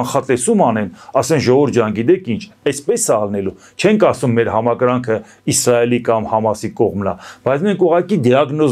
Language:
Armenian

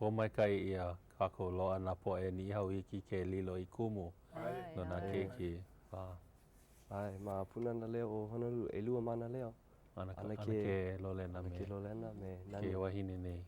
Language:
Hawaiian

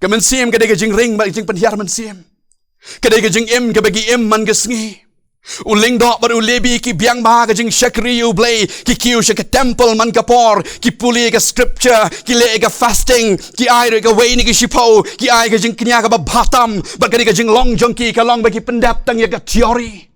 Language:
Khasi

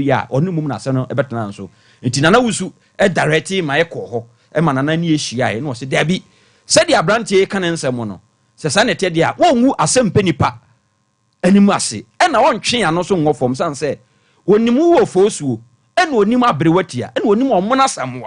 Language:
Akan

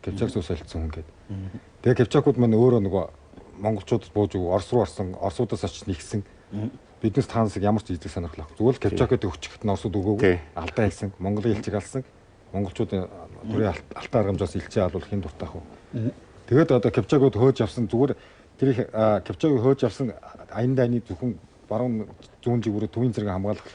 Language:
Mongolian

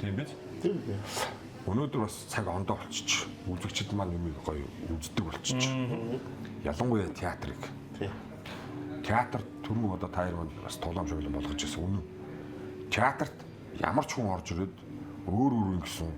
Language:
Mongolian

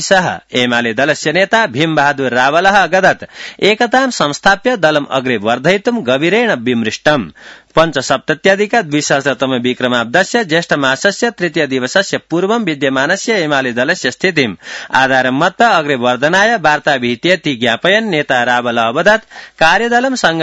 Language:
Sanskrit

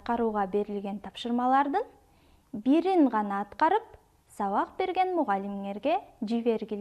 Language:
Kyrgyz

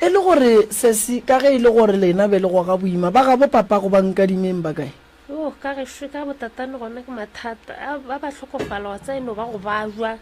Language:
Northern Sotho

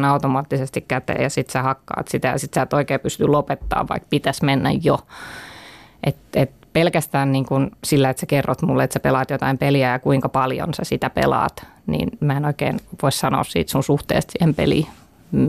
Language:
Finnish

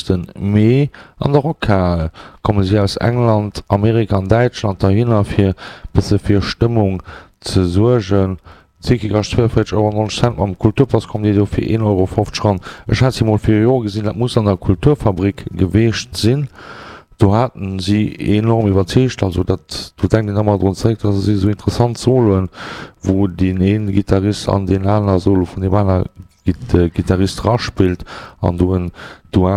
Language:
Luxembourgish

